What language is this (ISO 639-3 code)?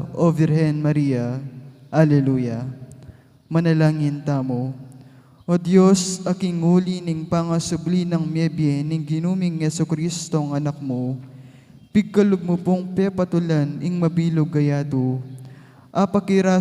pam